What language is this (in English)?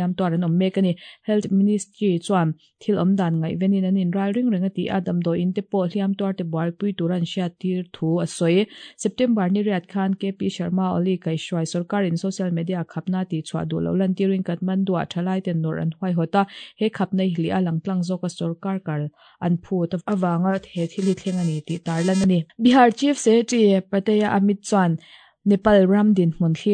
Mizo